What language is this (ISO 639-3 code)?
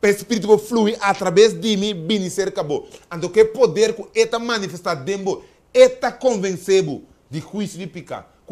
pap